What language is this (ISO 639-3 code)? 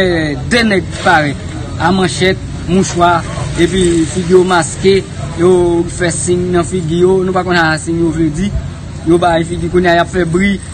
hat